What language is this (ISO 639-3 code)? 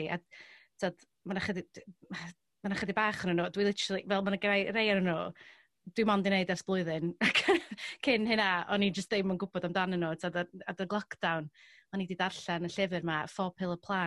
cym